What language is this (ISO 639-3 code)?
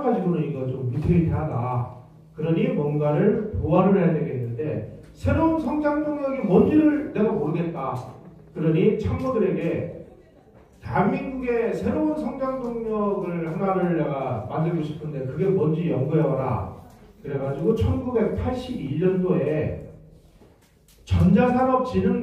kor